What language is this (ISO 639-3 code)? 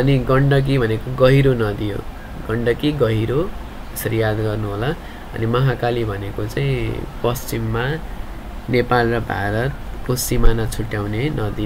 nep